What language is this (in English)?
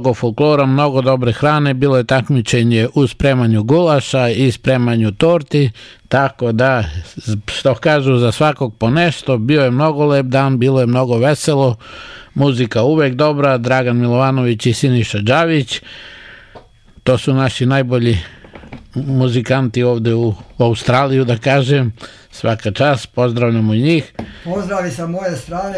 Serbian